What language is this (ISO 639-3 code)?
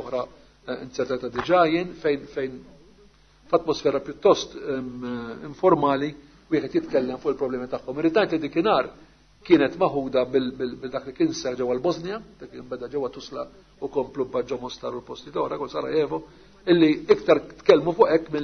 mlt